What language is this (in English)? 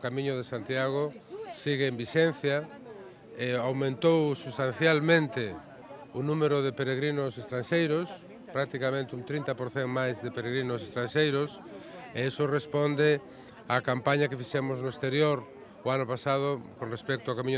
Galician